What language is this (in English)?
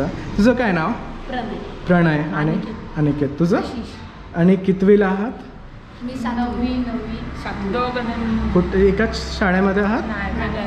Marathi